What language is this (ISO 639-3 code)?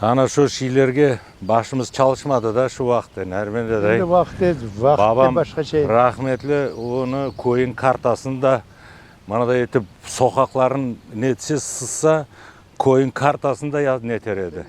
crh